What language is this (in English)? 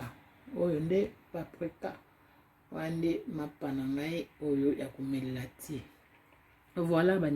Lingala